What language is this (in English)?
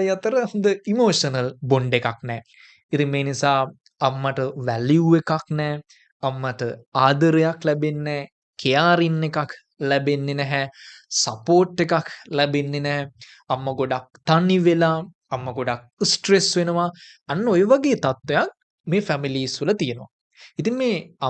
Sinhala